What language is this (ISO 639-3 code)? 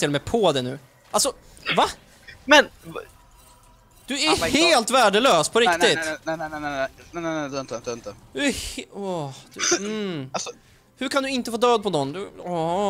swe